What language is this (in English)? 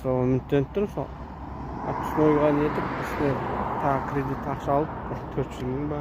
Kazakh